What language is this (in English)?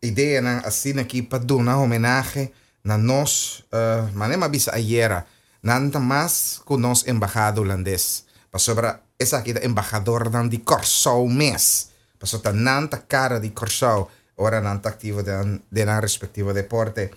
Papiamento